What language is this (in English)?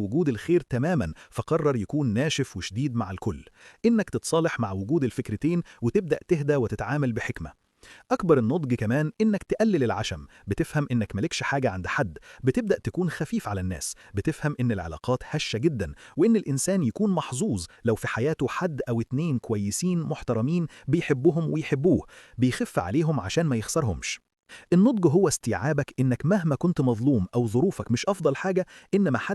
Egyptian Arabic